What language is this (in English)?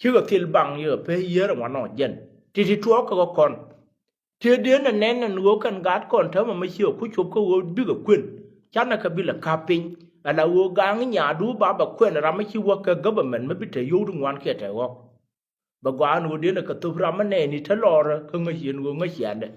Nuer